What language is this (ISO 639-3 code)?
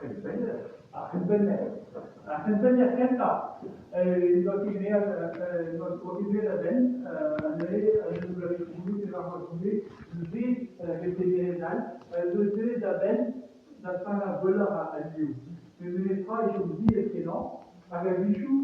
bre